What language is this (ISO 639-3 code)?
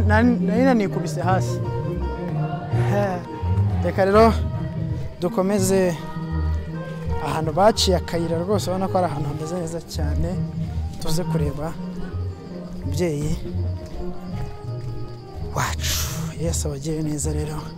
kin